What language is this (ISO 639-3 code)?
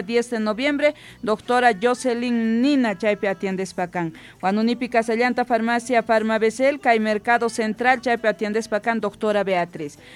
quh